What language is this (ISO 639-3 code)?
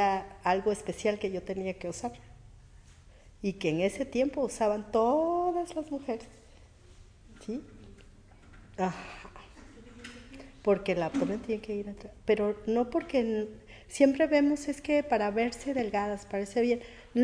spa